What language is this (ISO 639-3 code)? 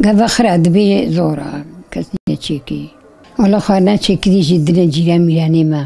kur